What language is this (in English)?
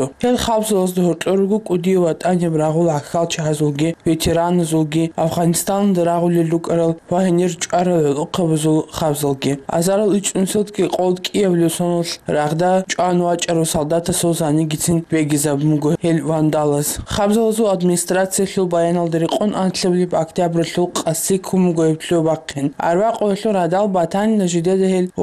Avaric